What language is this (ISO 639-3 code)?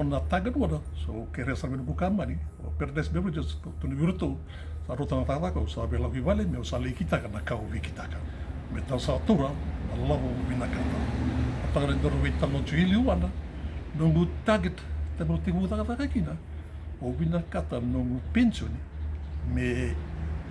fij